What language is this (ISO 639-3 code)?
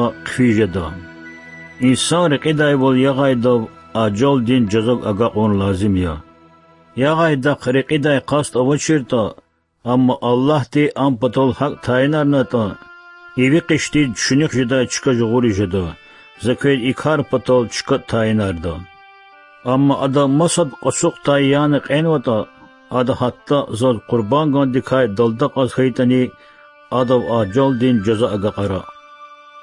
lez